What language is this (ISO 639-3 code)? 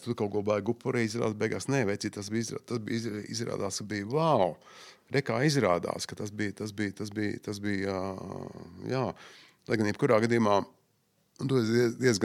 lav